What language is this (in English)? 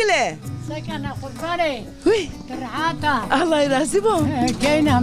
Zaza